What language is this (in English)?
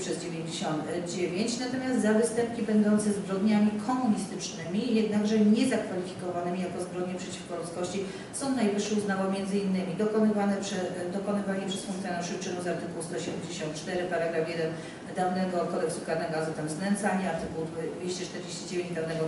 Polish